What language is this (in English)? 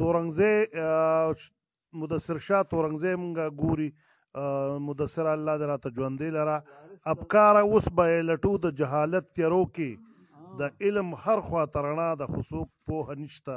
Pashto